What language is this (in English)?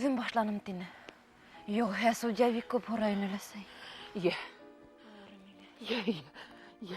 Bashkir